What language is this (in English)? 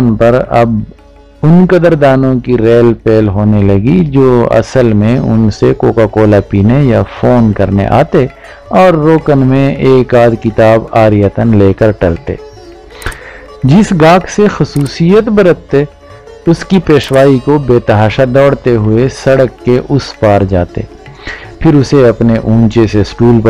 Urdu